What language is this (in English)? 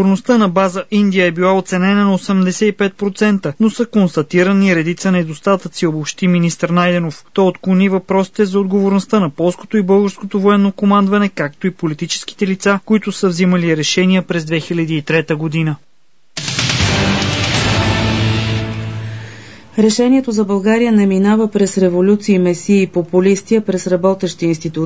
Bulgarian